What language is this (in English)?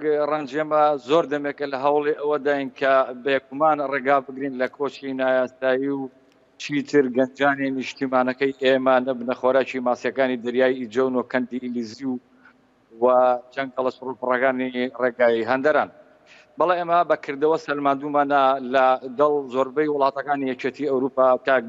Central Kurdish